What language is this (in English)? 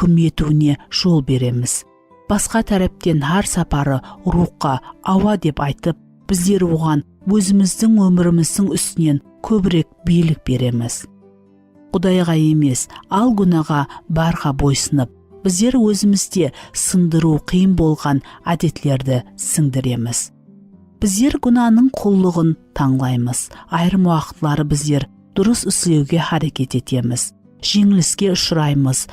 Kara-Kalpak